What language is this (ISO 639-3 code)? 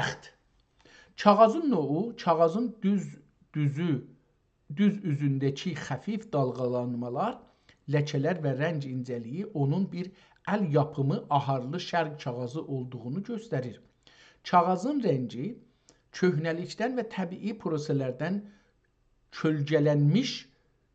azb